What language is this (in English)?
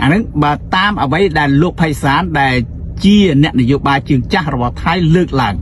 Khmer